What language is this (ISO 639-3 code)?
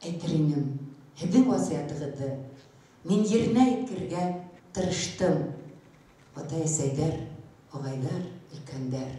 bak